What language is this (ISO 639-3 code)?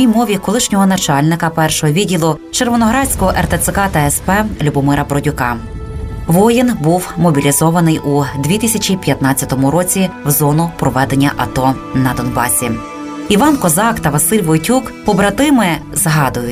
ukr